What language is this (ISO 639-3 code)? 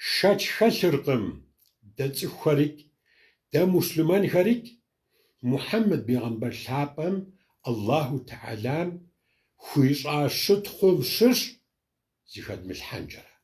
kbd